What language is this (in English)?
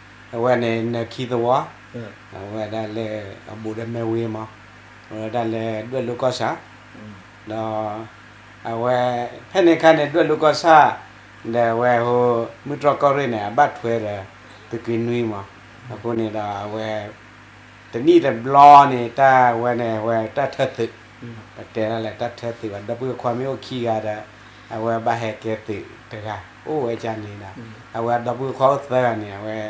S'gaw Karen